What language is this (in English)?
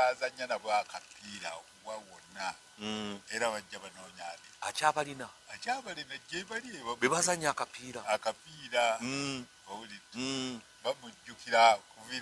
Ganda